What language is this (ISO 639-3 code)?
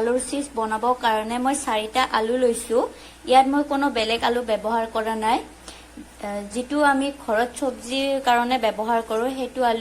asm